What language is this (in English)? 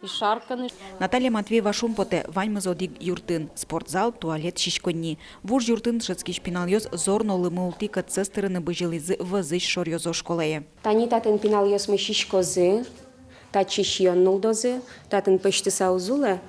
Udmurt